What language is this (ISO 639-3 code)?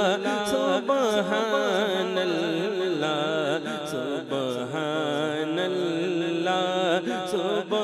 ben